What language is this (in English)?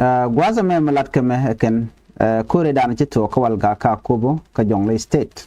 Nuer